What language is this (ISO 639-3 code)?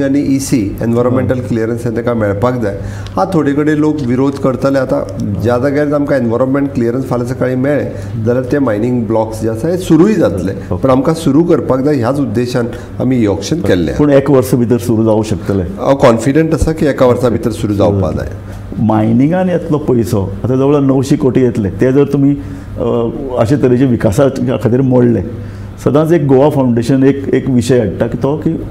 kok